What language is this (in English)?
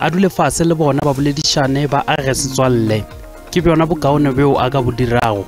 Northern Sotho